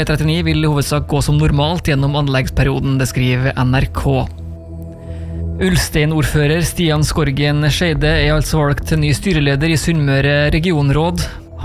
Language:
Norwegian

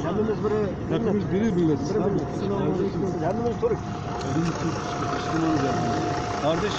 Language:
Uyghur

